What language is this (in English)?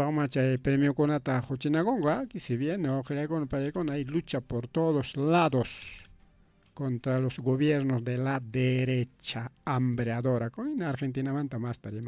Ayacucho Quechua